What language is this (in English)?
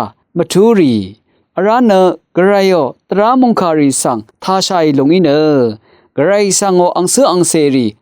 Rawang